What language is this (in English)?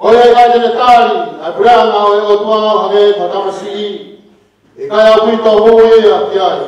Tongan